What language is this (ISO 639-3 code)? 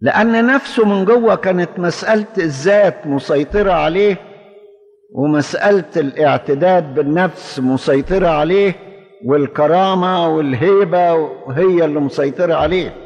arz